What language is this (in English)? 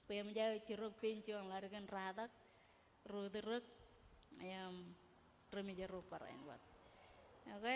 Marshallese